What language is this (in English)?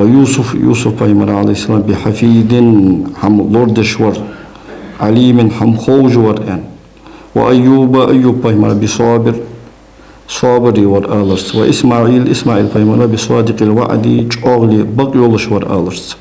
Ingush